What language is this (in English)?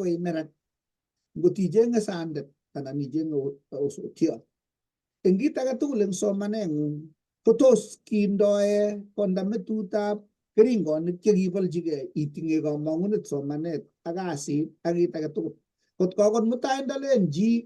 Kalenjin